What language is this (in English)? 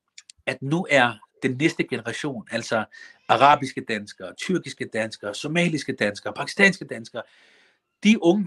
Danish